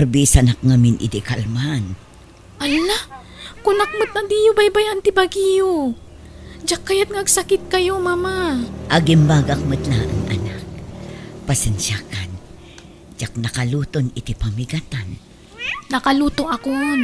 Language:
Iloko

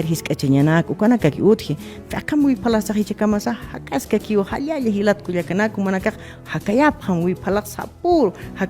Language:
Aymara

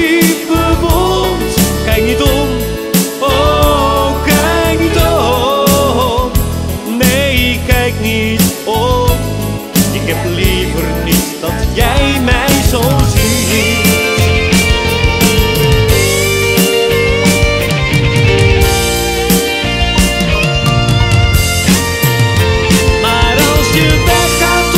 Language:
Dutch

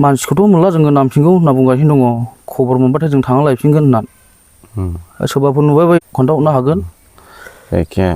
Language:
Bodo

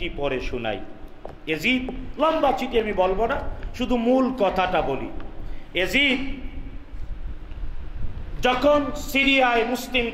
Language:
Bangla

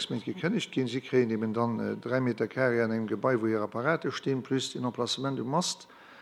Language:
Luxembourgish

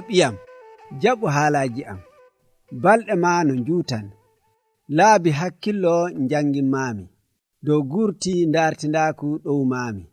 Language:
Nigerian Fulfulde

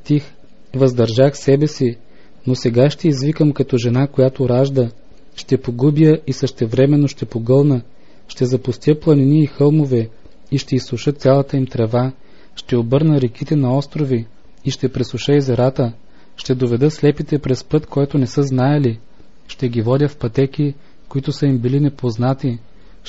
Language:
Bulgarian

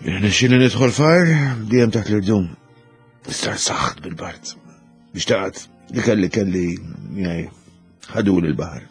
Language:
Maltese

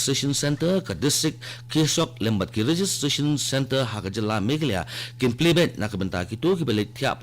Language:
Khasi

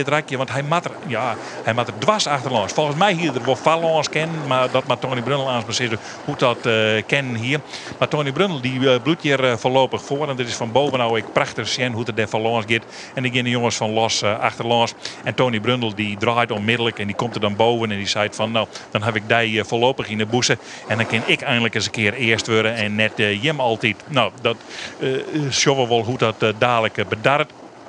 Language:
Western Frisian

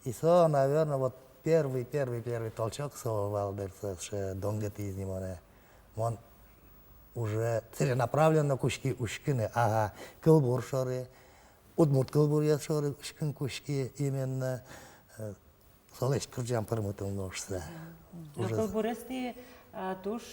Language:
Udmurt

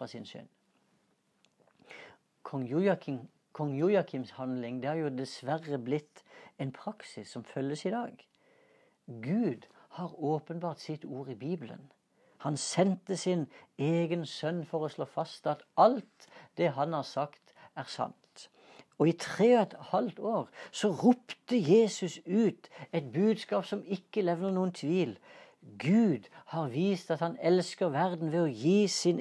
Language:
Norwegian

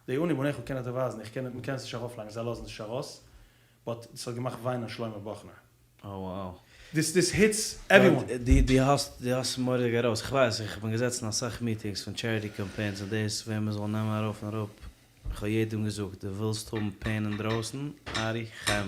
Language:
Yiddish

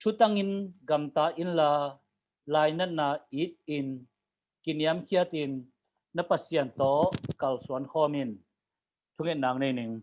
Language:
Tedim Chin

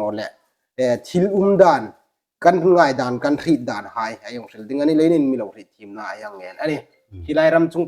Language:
Hmar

